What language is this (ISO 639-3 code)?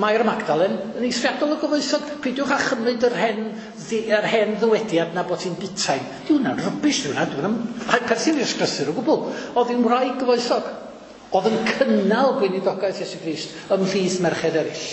cym